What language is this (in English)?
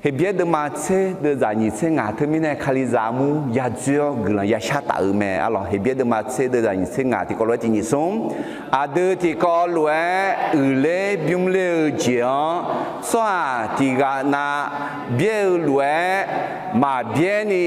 Akha